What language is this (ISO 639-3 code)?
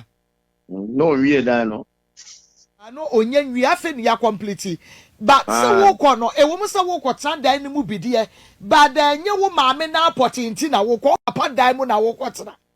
aka